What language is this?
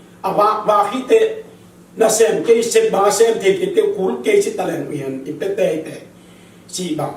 Tedim Chin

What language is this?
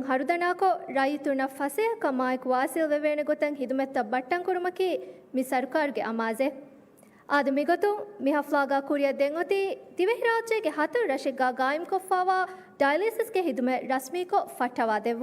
Divehi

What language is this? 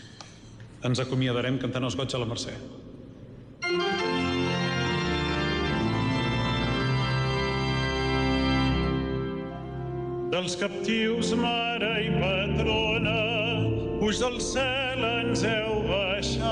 Catalan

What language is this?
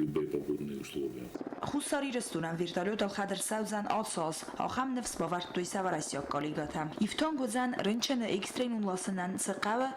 Ossetic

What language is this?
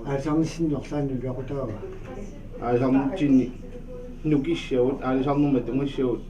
Kalaallisut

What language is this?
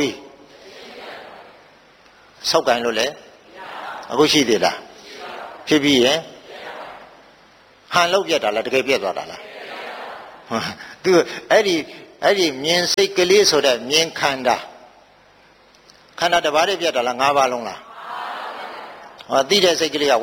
Burmese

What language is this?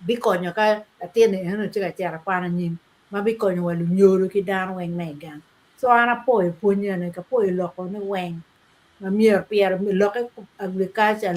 Acoli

